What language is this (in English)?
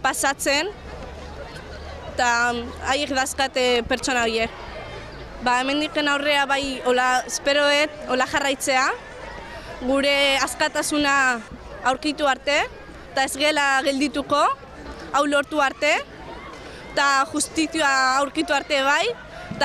Basque